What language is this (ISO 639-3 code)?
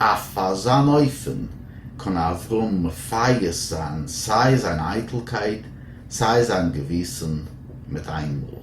yid